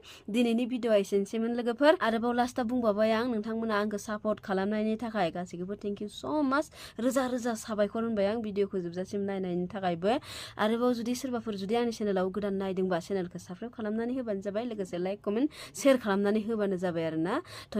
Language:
Bodo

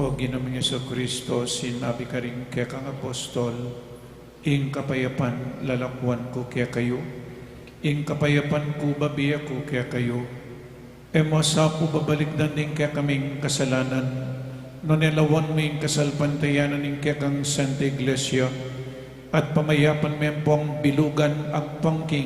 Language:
Pampanga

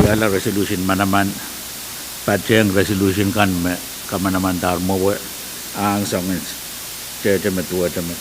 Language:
Pohnpeian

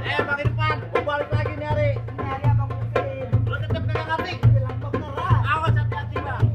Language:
Betawi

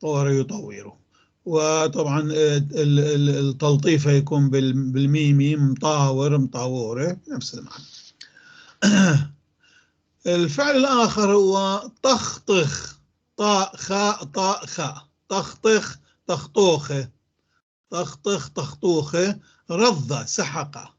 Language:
North Levantine Arabic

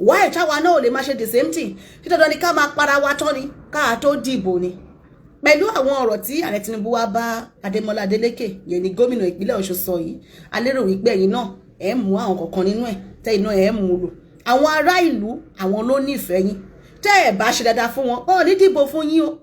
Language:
Yoruba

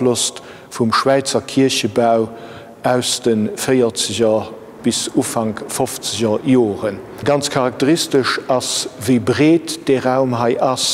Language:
Luxembourgish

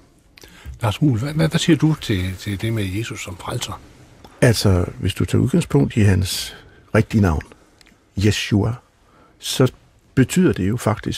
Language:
Danish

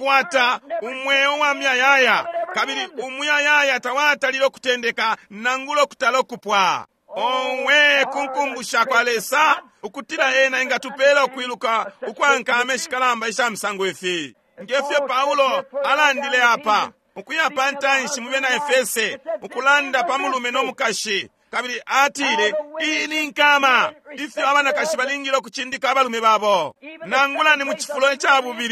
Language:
Bemba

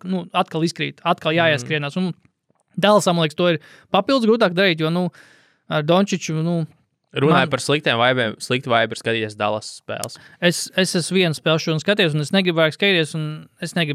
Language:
Latvian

